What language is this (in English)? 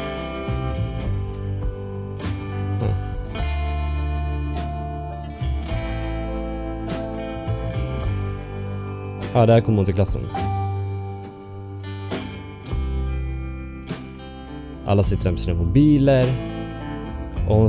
Swedish